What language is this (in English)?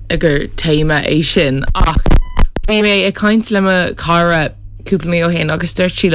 Irish